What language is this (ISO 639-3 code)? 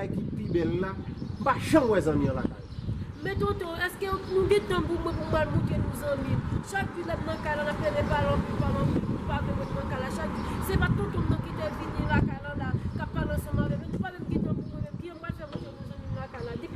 hat